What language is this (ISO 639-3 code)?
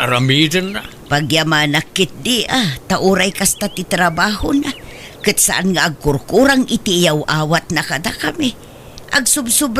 ilo